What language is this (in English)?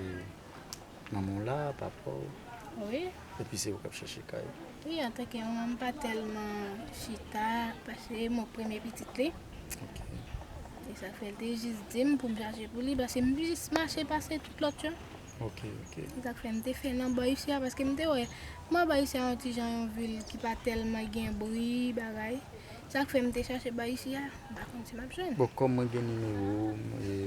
Haitian Creole